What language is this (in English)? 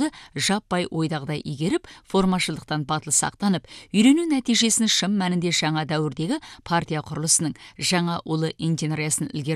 Kazakh